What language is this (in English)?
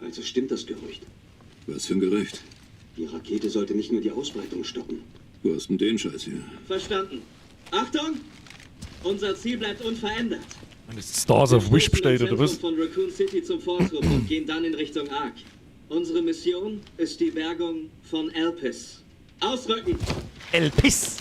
Bavarian